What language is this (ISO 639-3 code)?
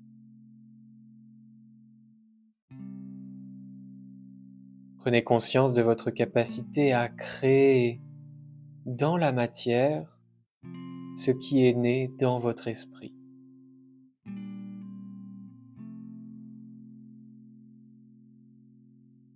fra